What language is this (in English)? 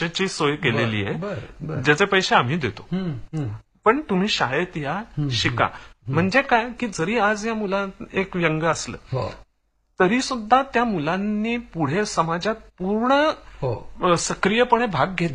Marathi